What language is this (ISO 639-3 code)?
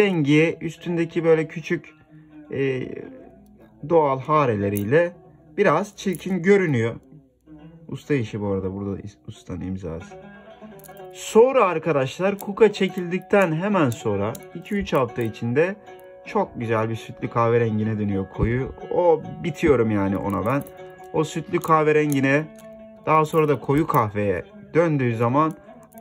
tur